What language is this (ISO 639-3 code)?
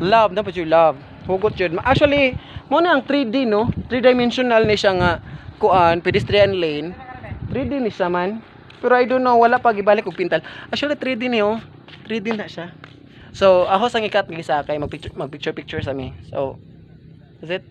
ceb